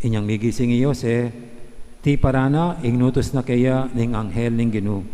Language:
Pampanga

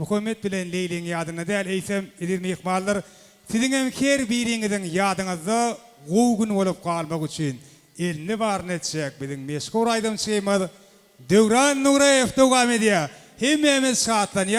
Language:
Turkmen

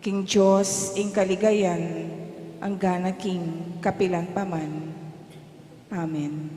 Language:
Pampanga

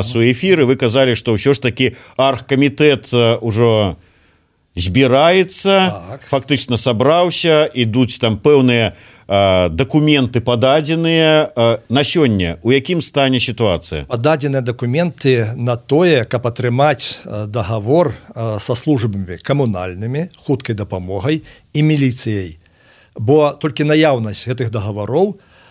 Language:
Belarusian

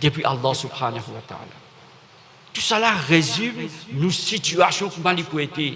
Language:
Morisyen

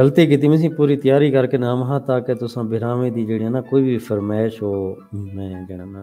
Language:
Saraiki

